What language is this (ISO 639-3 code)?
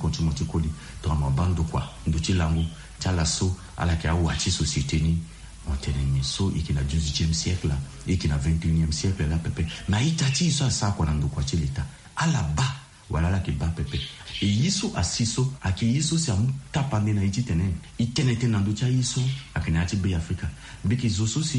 sag